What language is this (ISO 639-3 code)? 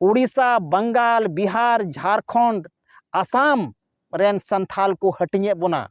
sat